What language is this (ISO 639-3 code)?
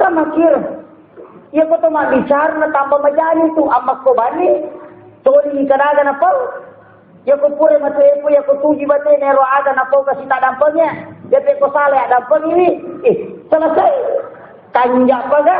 bug